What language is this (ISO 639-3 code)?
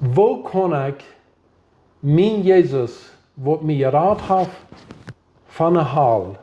pdt